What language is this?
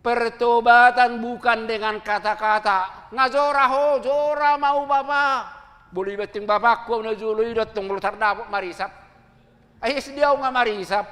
Batak Toba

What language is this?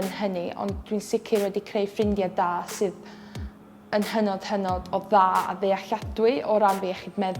Welsh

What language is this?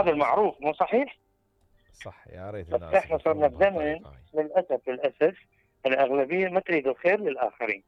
Mesopotamian Arabic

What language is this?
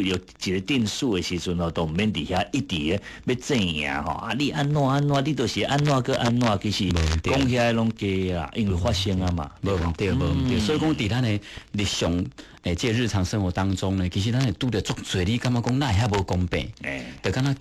Min Nan Chinese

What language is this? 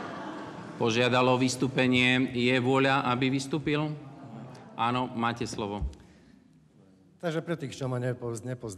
Slovak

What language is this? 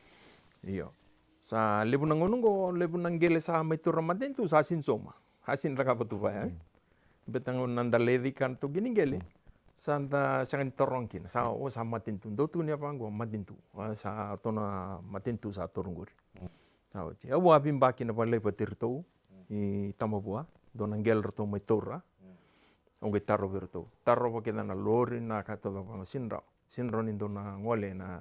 Fijian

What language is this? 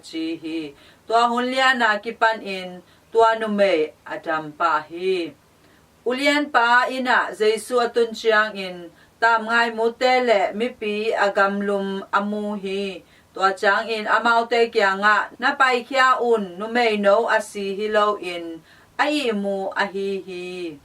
Tedim Chin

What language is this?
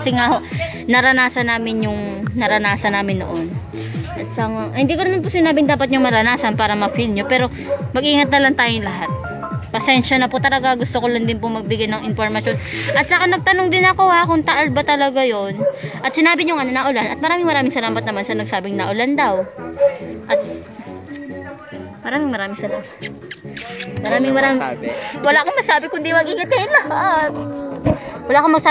Filipino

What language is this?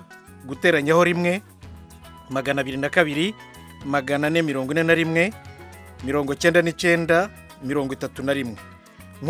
Kinyarwanda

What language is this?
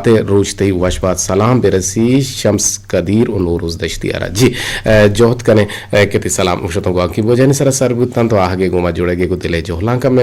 Eastern Balochi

